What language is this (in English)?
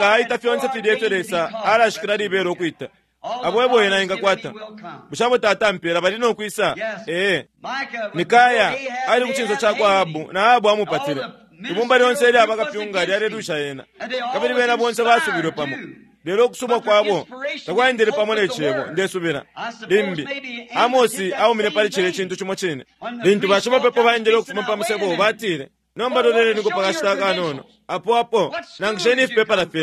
Bemba